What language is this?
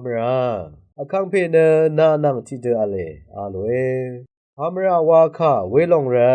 Rawang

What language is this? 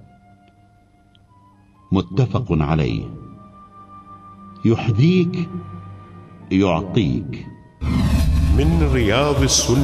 Arabic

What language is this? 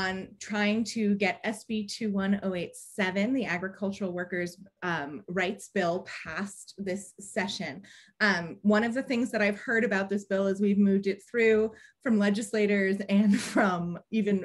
English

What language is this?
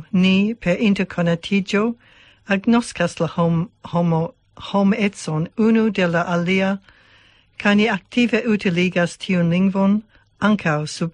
Esperanto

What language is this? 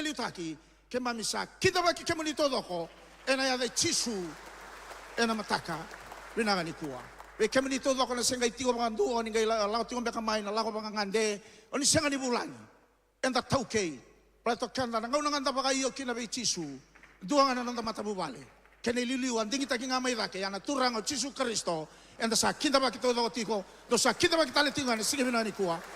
Fijian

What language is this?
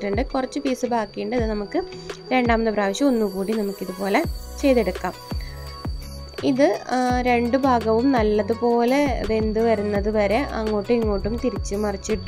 Malayalam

